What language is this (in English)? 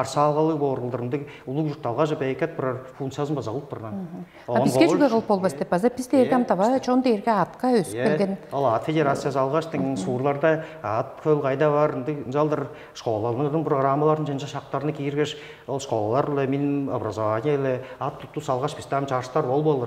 Tuvinian